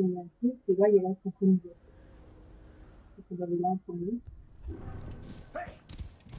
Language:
French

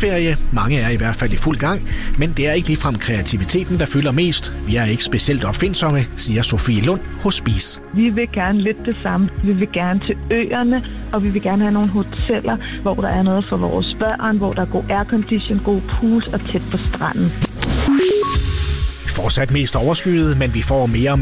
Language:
Danish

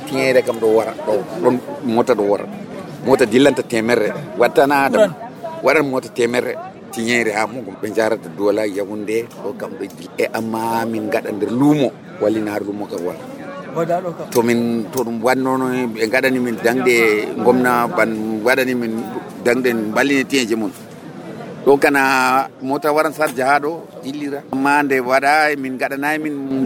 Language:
Nigerian Fulfulde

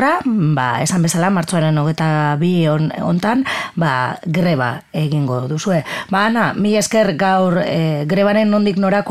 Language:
Basque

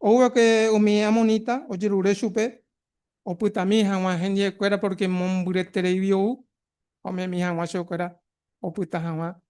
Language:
Guarani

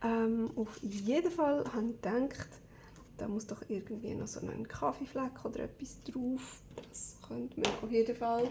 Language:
Swiss German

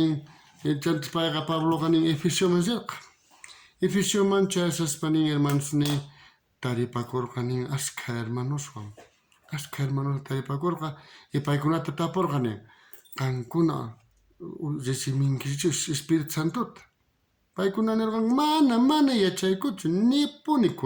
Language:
South Bolivian Quechua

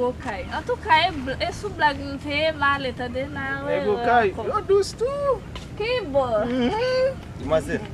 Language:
Haitian Creole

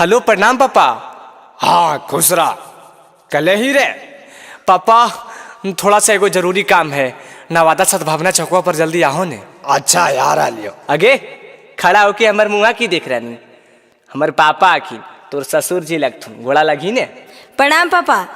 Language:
Magahi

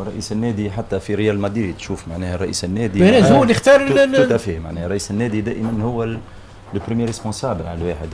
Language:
Tunisian Arabic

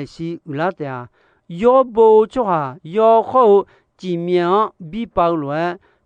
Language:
Akha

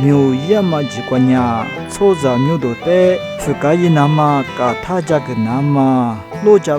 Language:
Lisu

